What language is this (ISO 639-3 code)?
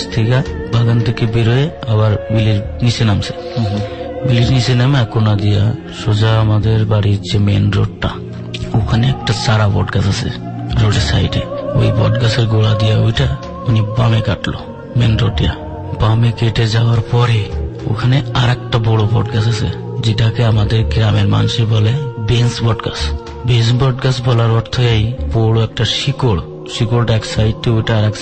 ben